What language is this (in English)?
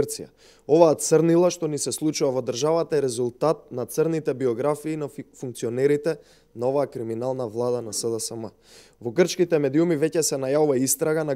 Macedonian